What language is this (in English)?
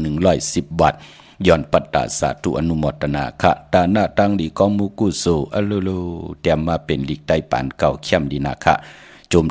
Shan